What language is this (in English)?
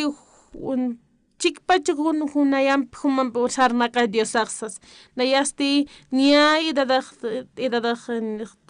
Aymara